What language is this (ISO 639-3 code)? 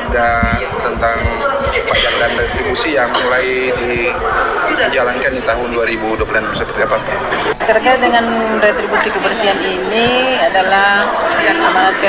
ind